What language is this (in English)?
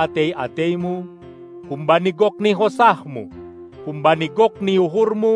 Batak Simalungun